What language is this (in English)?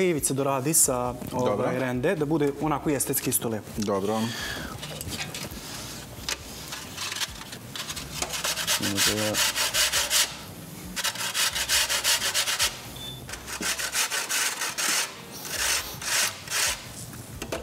Serbian